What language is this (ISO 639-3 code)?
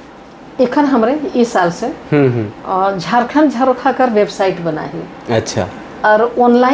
sck